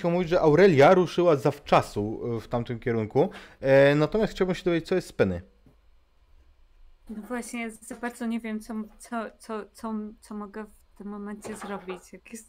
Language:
Polish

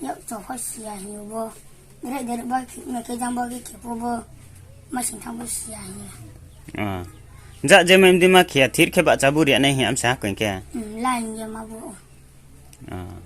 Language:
Riang (India)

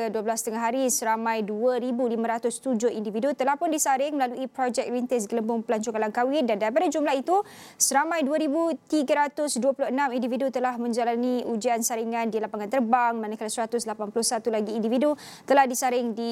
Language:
Malay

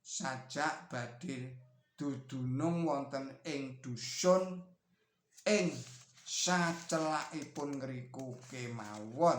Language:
Javanese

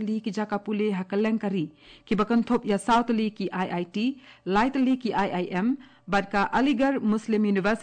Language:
Khasi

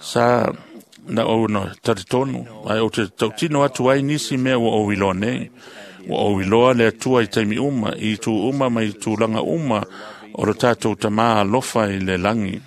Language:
Samoan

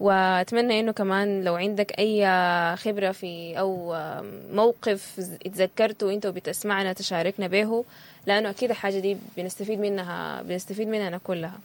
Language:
Sudanese Arabic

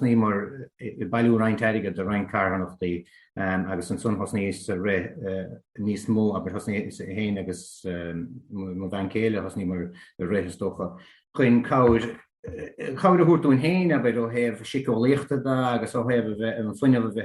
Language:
Irish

